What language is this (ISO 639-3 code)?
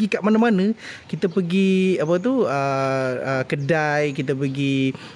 msa